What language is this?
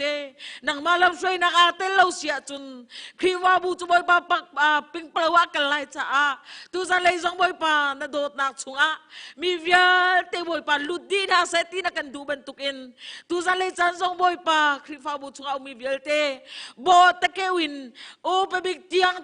Hakha Chin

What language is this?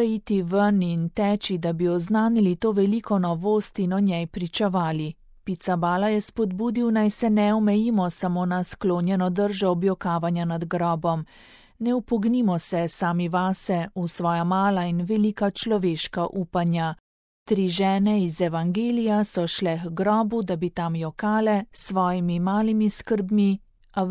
Slovenian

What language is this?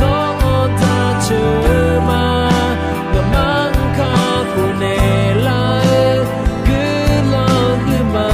Akha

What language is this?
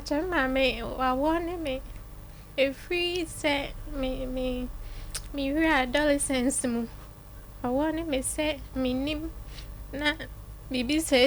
Akan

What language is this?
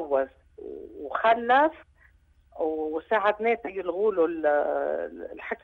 North Levantine Arabic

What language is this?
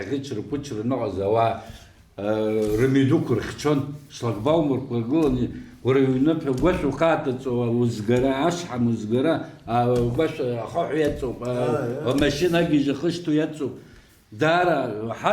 Abkhazian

